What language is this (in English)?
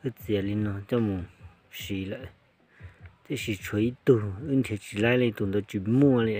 Hmong